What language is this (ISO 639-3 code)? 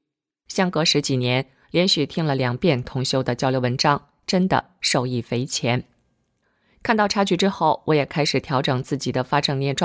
zho